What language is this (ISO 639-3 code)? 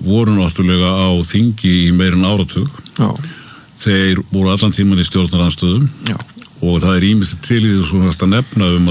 isl